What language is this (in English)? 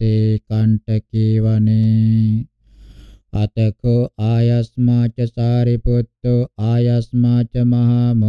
Pali